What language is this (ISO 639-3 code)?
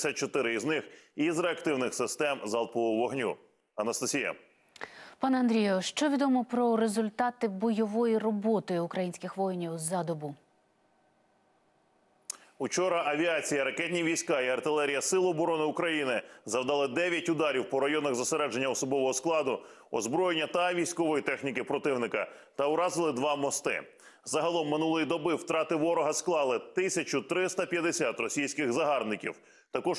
ukr